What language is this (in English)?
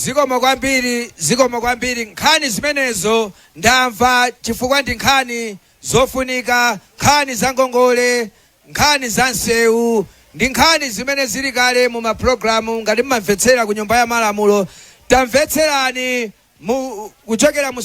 Nyanja